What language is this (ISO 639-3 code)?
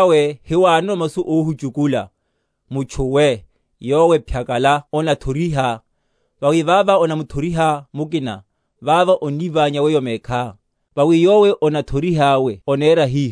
vmw